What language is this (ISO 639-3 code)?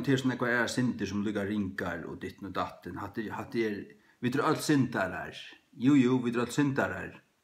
fao